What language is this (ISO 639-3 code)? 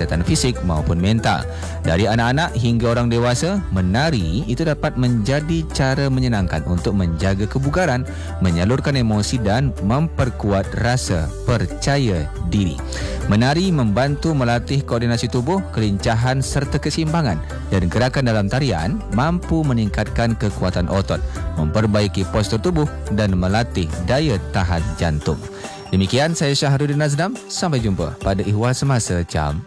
msa